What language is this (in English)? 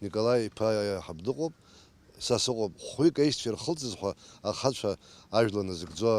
Abkhazian